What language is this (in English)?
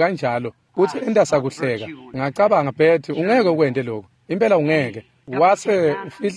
Swati